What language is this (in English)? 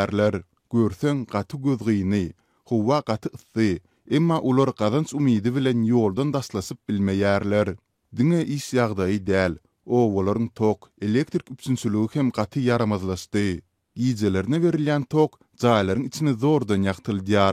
Turkmen